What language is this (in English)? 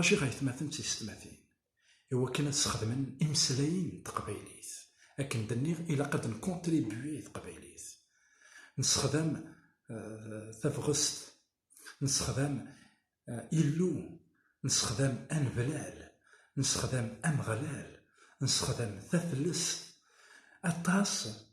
Kabyle